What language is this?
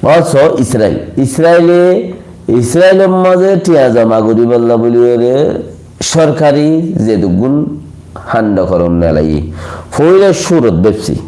Rohingya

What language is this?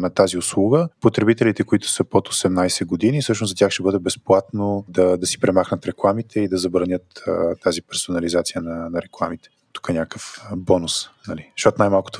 Bulgarian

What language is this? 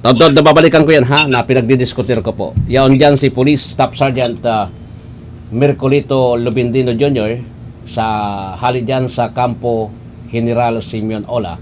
Bikol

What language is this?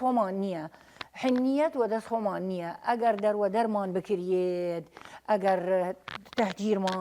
Southern Kurdish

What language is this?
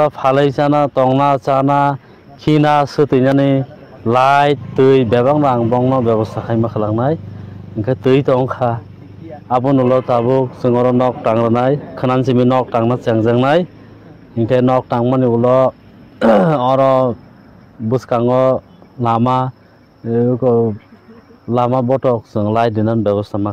Kok Borok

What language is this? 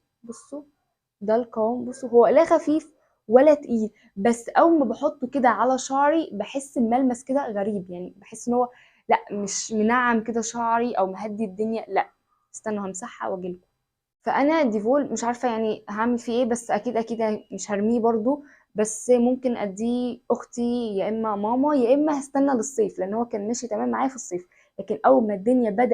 Egyptian Arabic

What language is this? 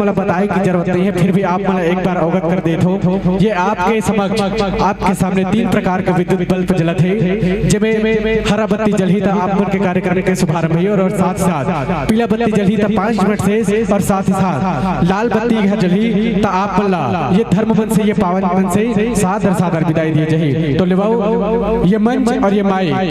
Chhattisgarhi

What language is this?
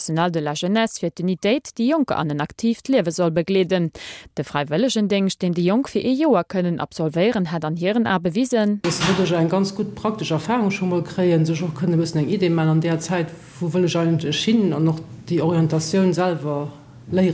Luxembourgish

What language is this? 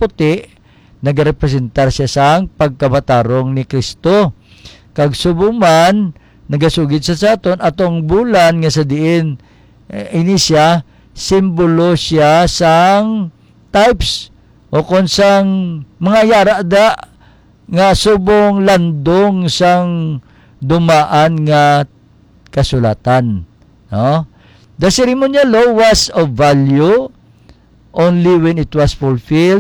Hiligaynon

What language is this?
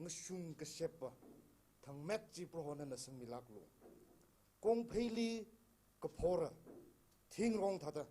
Tangkhul Naga (India)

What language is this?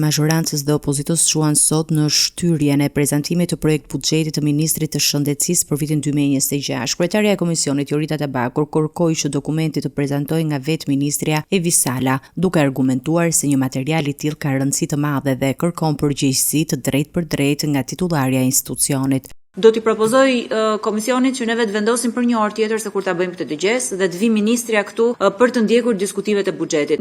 Albanian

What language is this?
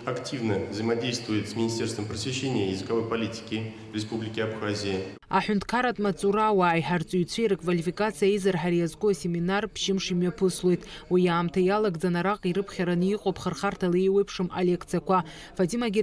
Abkhazian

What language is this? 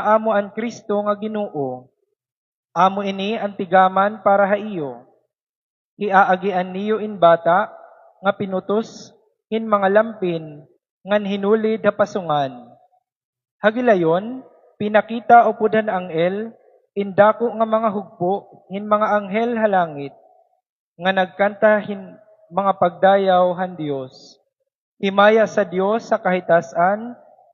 Waray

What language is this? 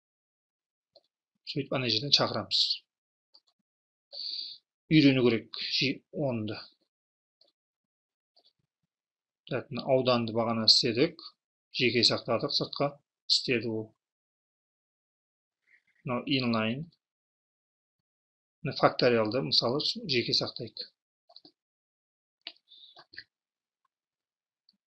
Kazakh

